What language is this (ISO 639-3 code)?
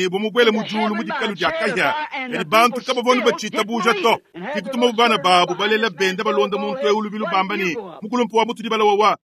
lua